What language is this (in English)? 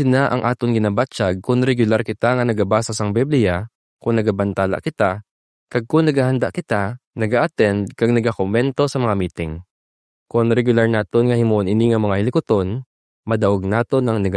Hiligaynon